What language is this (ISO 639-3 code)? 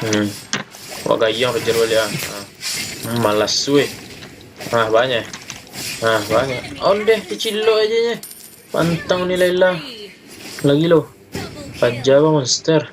min